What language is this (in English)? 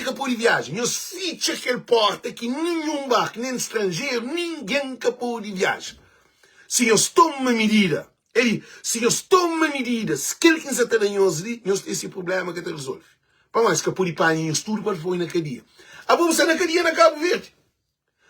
Kabuverdianu